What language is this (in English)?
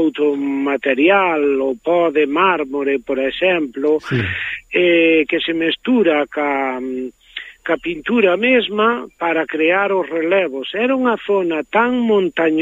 Galician